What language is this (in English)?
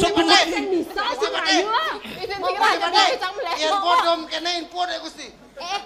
Balinese